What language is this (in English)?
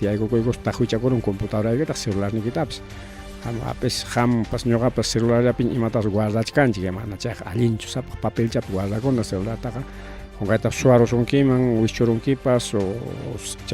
Ayacucho Quechua